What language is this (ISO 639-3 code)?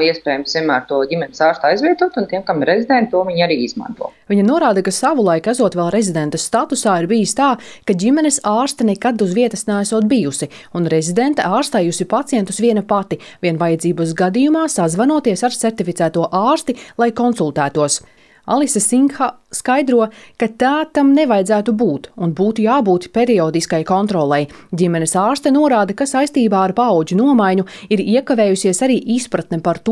lav